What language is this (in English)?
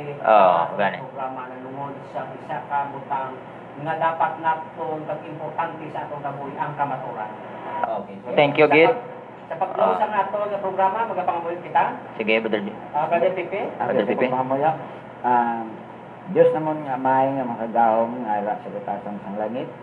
Hiligaynon